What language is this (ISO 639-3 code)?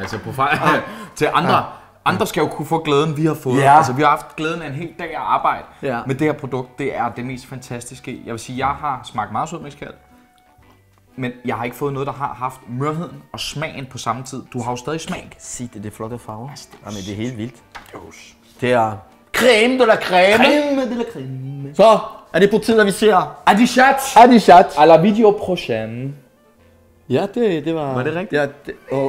dan